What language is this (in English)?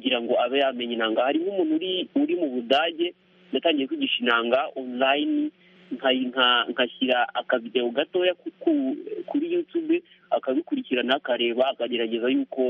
Kinyarwanda